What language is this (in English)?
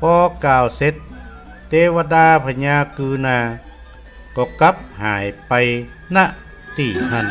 Northern Thai